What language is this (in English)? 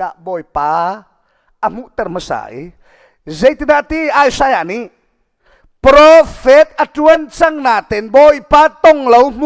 Hakha Chin